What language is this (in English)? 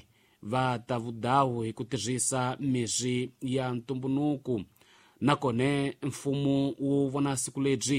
Tsonga